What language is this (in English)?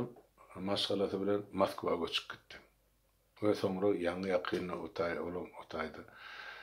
Turkmen